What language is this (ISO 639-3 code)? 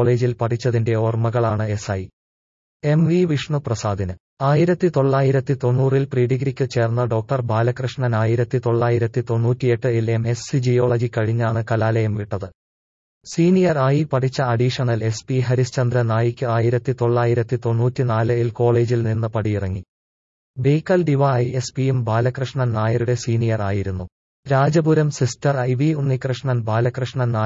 mal